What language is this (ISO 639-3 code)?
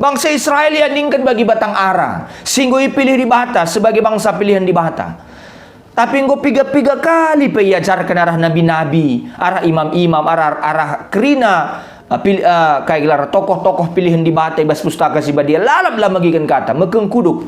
btx